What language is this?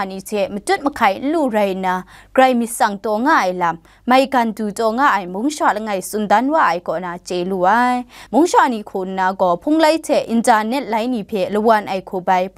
Kachin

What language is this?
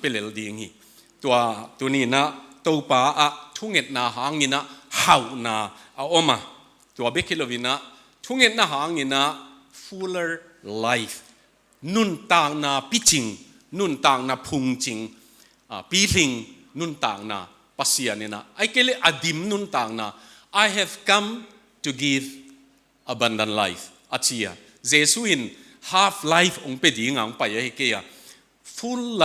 Tedim Chin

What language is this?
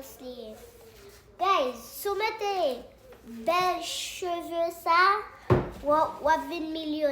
Haitian Creole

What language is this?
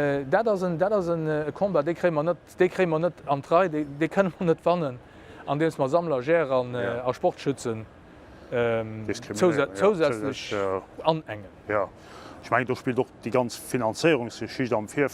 Luxembourgish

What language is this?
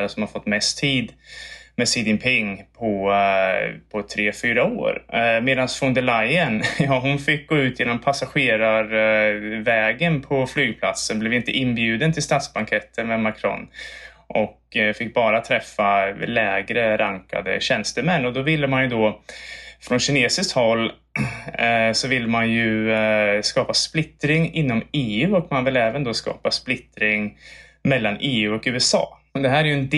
Swedish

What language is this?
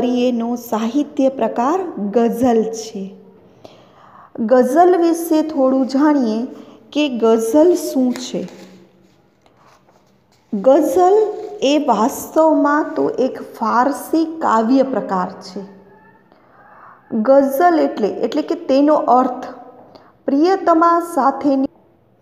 Gujarati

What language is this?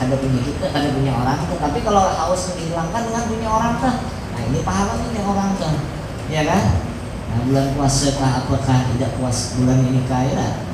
Banjar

